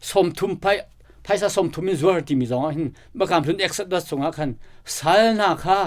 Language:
Hakha Chin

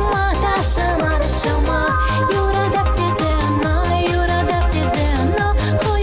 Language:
Chuvash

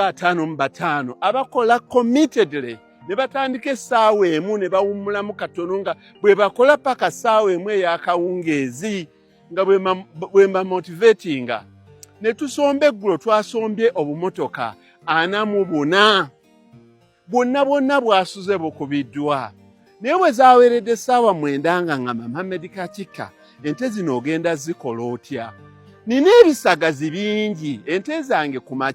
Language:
Ganda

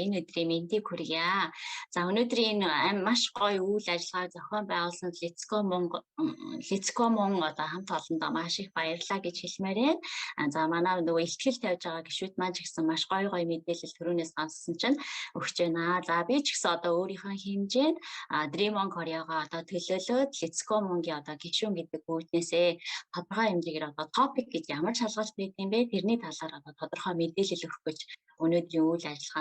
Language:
Mongolian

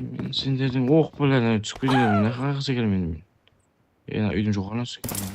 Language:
Kara-Kalpak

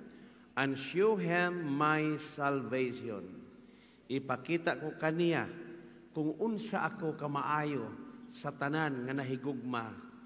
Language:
Cebuano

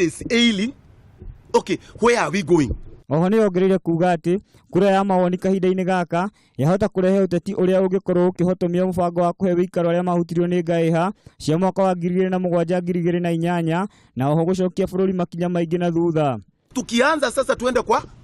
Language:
Kikuyu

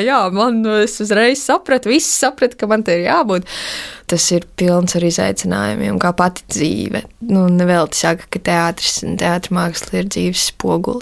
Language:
Latvian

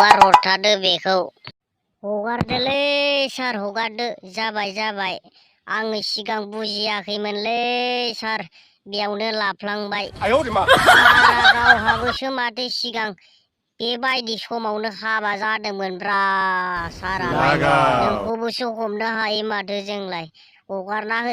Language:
Bodo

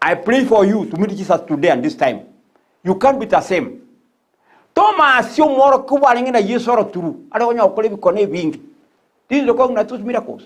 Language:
Gusii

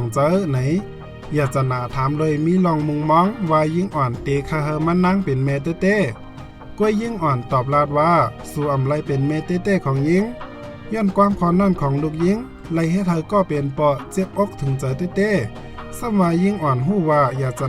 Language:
Shan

